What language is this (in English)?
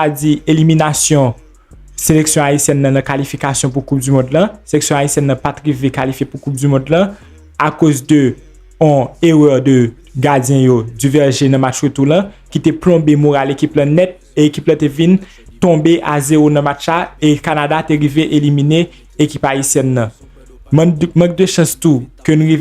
Haitian Creole